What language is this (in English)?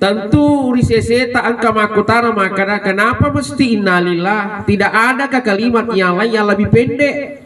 Buginese